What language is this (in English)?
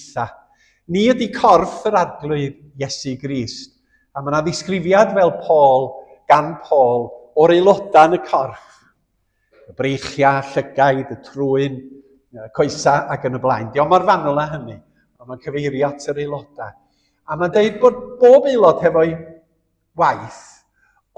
Welsh